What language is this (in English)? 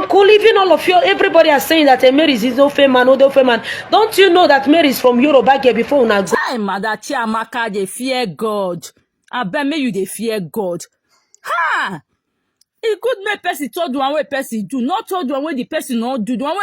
Nigerian Pidgin